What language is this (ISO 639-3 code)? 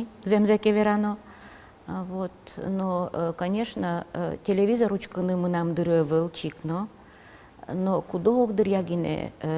udm